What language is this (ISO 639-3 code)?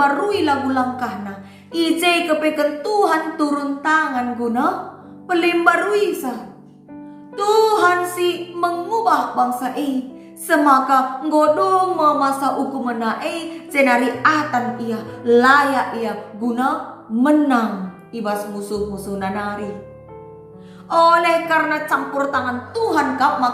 btx